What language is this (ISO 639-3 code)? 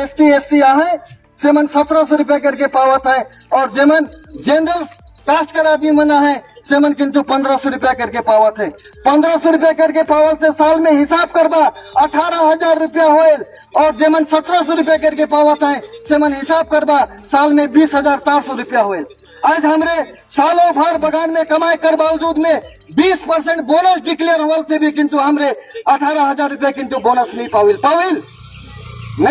sck